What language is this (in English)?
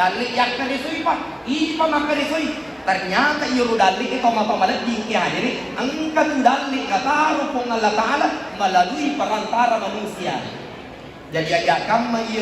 Buginese